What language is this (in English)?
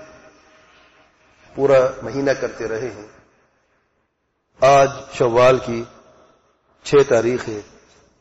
Urdu